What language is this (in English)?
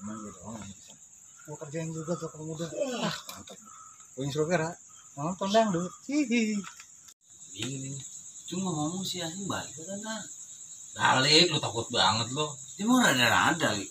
Betawi